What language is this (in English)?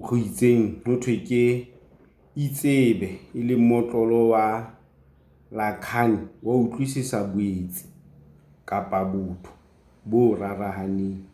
Southern Sotho